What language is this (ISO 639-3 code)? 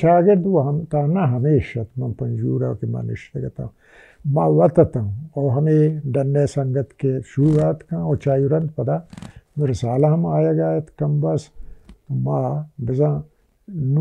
bal